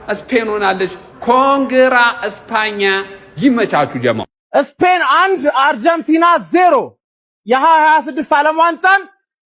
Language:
Amharic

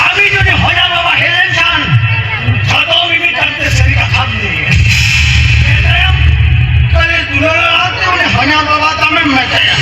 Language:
Santali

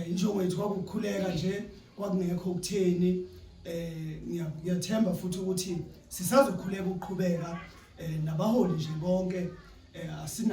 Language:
Zulu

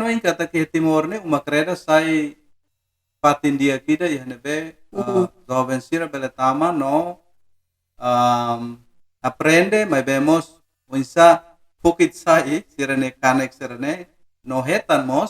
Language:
Tetum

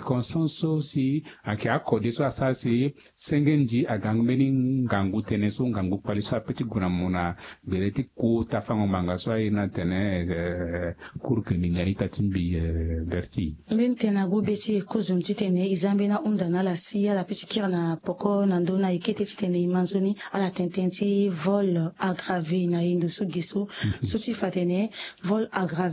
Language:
Sango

